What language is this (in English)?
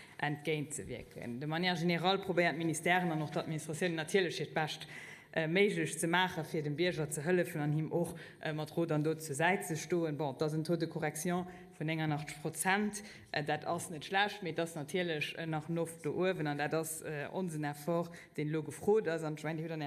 Luxembourgish